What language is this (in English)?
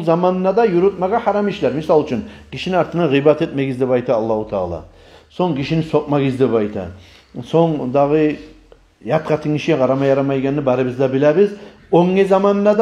Kumyk